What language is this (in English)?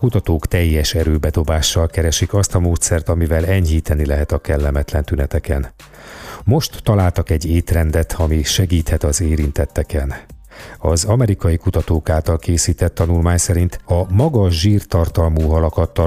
Hungarian